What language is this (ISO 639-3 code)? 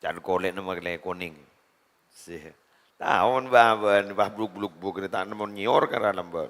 mad